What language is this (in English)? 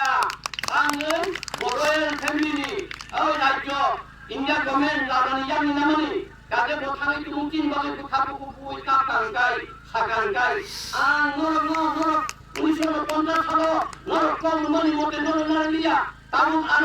Kok Borok